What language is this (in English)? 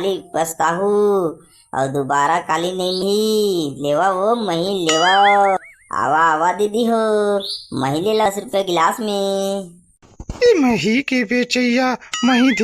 Chhattisgarhi